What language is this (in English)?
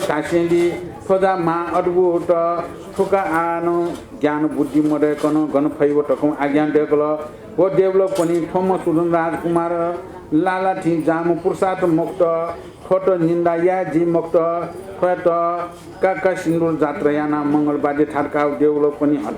Newari